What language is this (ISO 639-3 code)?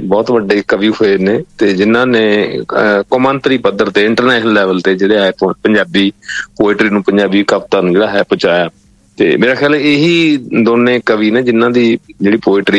pan